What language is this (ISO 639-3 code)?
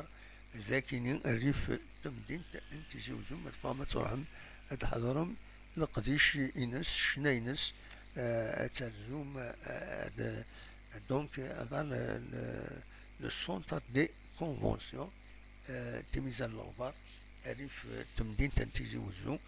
kab